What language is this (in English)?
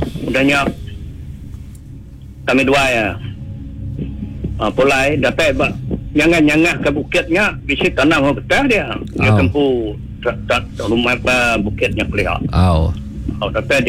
Iban